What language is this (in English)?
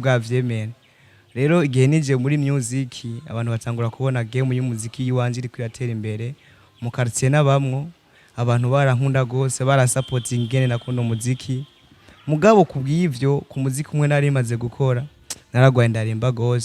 Rundi